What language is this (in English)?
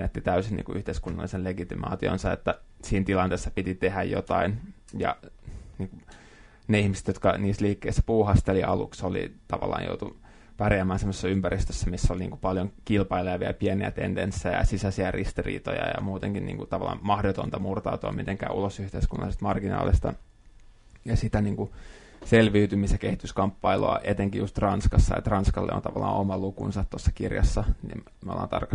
Finnish